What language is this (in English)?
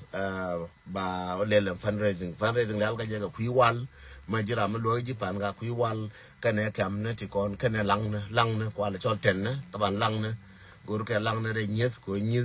Nuer